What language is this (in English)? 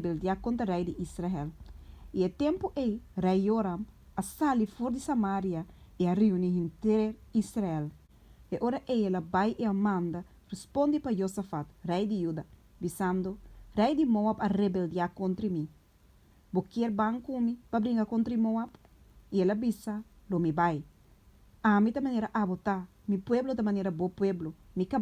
Papiamento